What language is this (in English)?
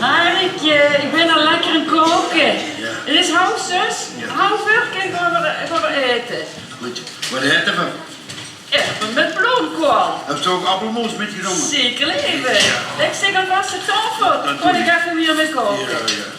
Limburgish